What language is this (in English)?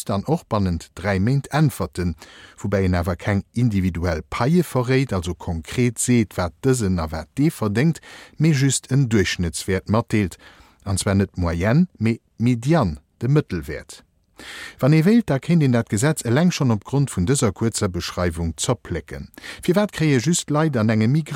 Luxembourgish